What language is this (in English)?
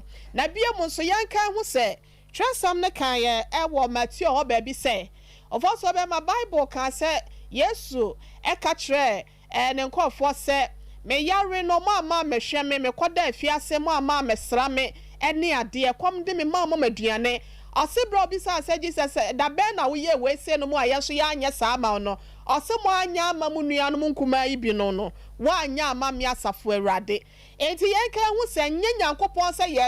Akan